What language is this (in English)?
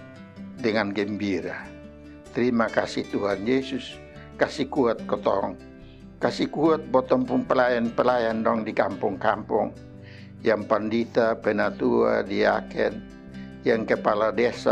Kupang Malay